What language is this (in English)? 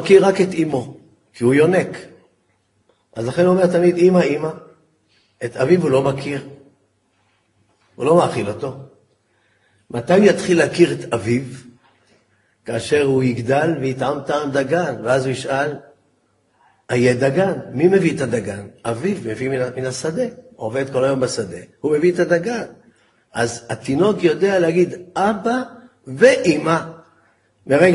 Hebrew